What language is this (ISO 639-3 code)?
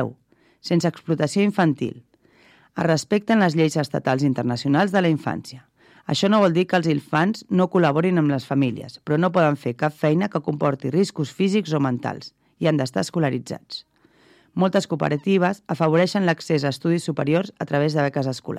cat